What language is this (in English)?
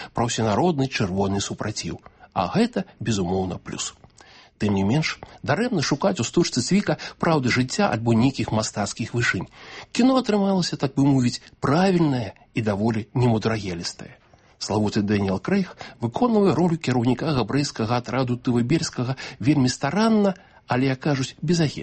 Belarusian